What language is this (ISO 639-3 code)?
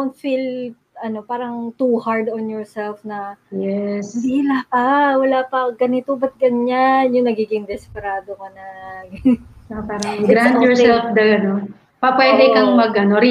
fil